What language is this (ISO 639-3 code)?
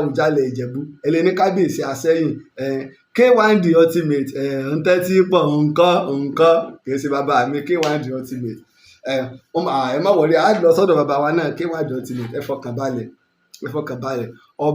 yor